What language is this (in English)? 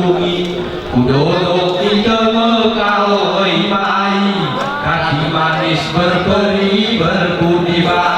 Gayo